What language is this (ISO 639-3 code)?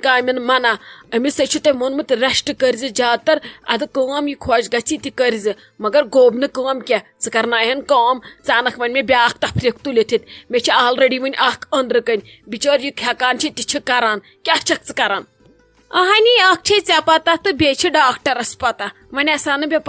kas